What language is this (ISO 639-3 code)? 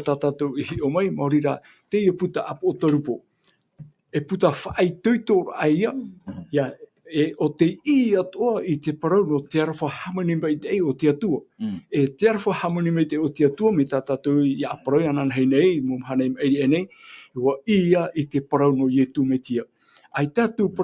tah